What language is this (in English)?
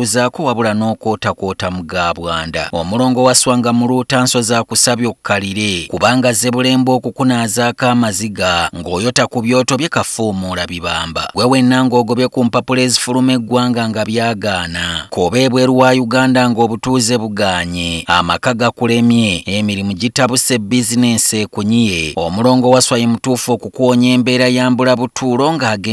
Ganda